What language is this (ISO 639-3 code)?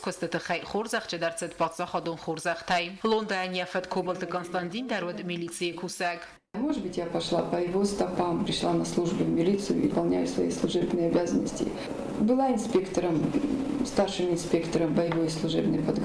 oss